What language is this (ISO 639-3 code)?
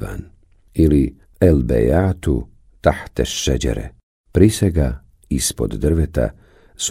bos